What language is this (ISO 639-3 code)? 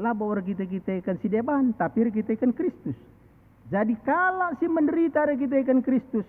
btx